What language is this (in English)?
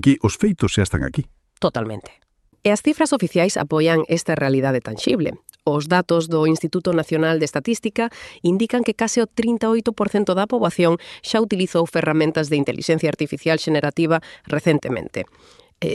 Galician